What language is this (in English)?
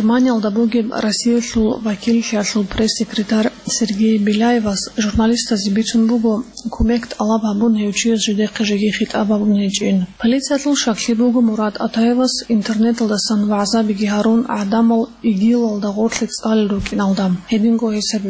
Avaric